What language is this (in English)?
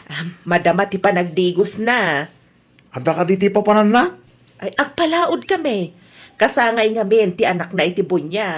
Iloko